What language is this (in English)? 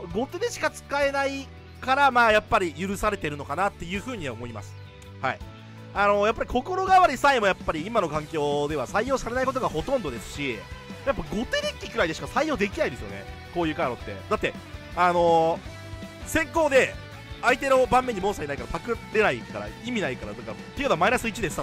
Japanese